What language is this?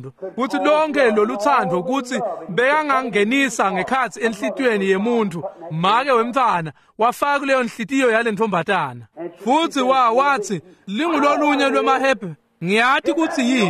Swati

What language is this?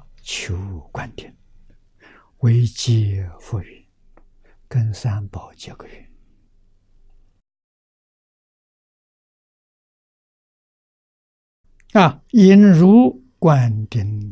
Chinese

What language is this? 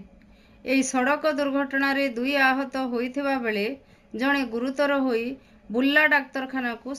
Odia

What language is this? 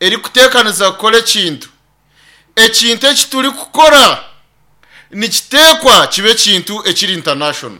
Nyankole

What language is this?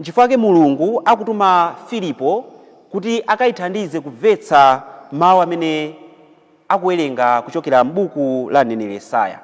Nyanja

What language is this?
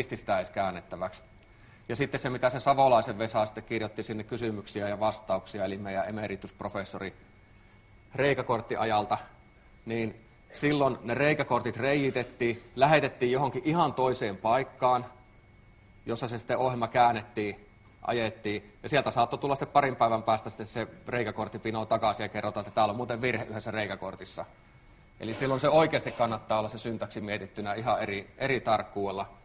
Finnish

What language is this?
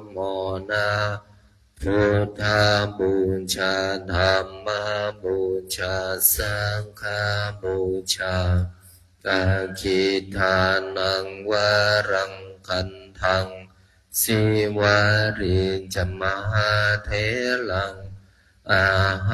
Pali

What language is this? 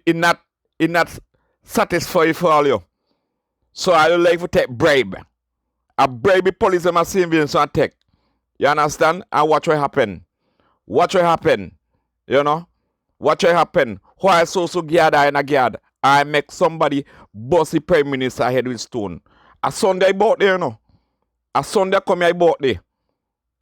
Jamaican Creole English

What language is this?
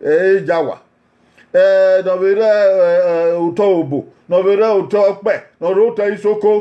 Bini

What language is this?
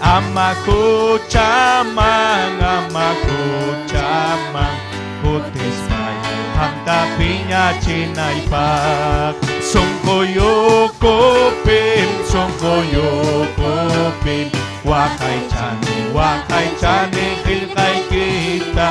Ayacucho Quechua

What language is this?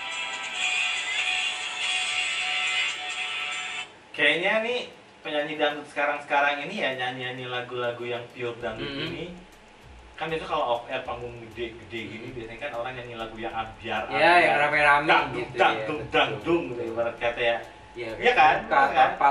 Indonesian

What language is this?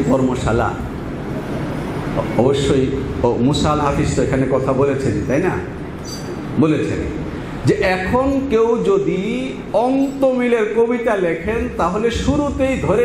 Bangla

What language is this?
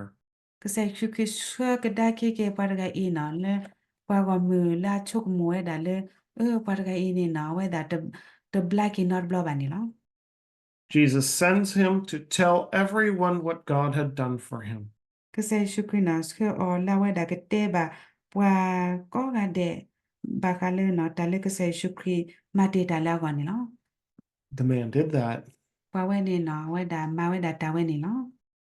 S'gaw Karen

